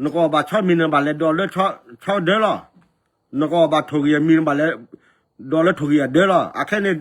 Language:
S'gaw Karen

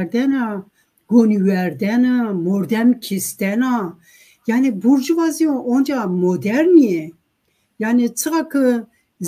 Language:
Zaza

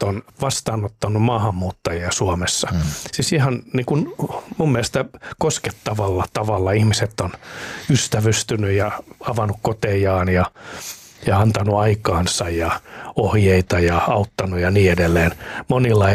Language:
Finnish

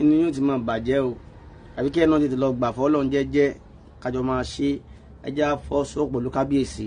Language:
Yoruba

